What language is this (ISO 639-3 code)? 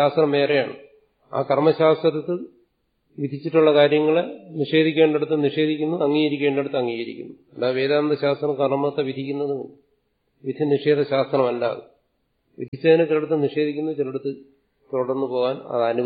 mal